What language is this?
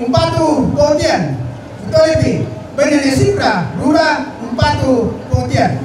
Toraja-Sa'dan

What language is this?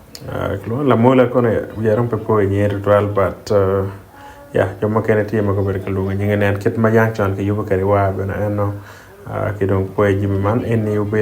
Acoli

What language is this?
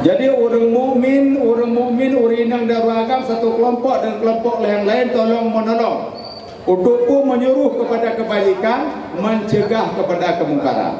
Achinese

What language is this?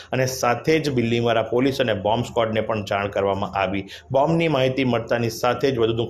Gujarati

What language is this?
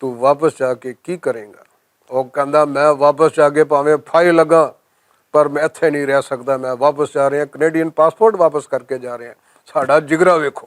Western Panjabi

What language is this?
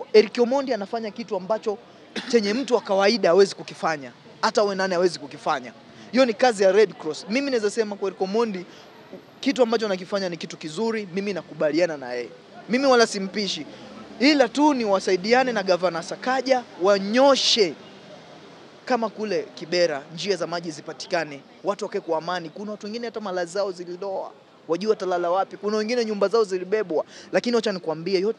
Swahili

